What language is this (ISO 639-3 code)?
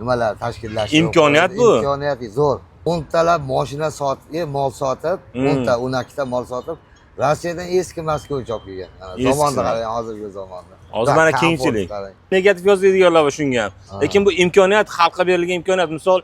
uzb